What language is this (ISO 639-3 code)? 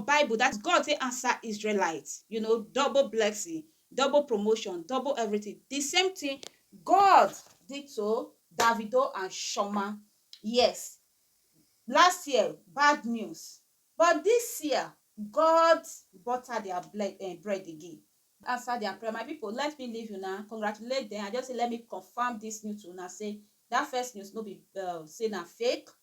pcm